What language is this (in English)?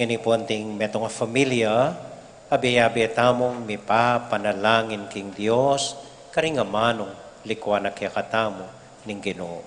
Pampanga